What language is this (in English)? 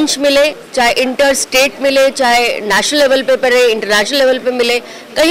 Hindi